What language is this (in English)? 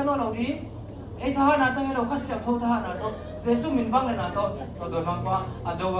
Tedim Chin